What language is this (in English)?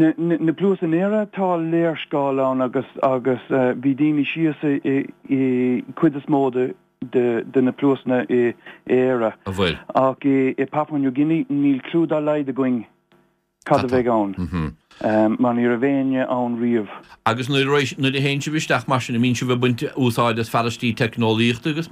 Irish